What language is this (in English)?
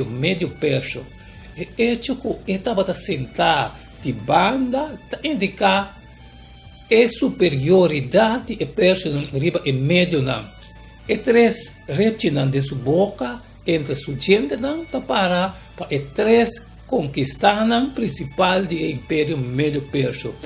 Papiamento